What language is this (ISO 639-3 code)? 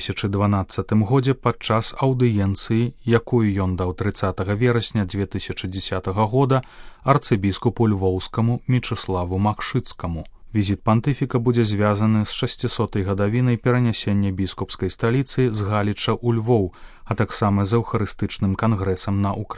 bel